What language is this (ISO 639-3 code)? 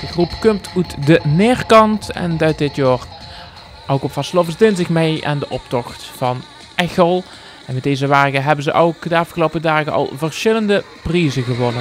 lim